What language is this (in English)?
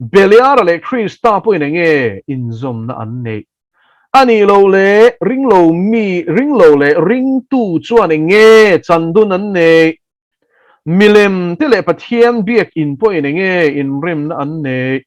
Mizo